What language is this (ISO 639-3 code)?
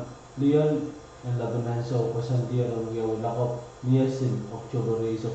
pon